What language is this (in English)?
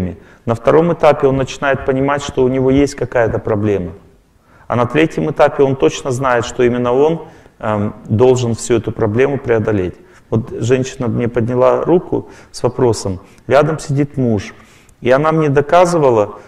Russian